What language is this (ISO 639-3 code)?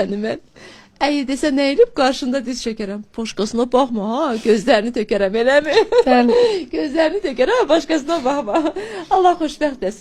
aze